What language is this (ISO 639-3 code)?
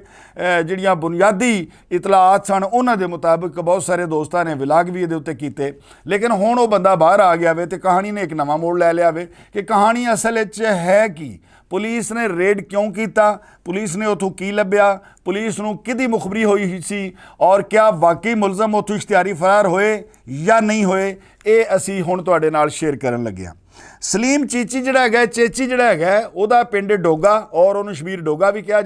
lah